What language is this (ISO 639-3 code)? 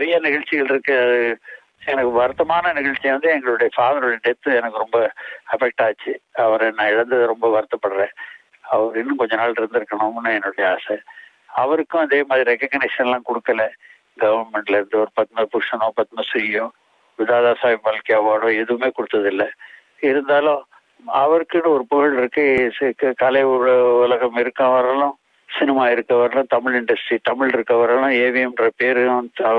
tam